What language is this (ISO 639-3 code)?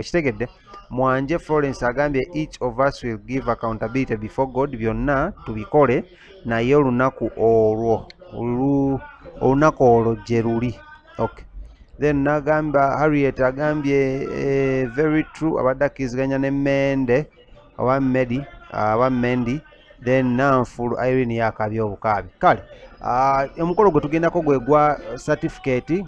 lug